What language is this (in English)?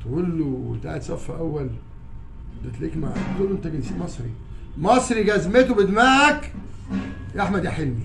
Egyptian Arabic